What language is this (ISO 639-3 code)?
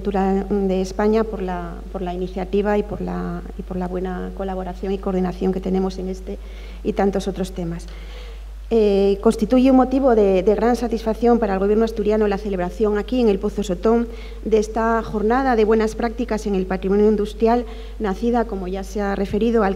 spa